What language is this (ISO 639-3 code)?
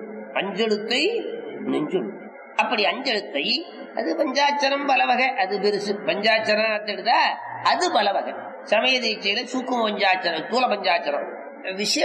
tam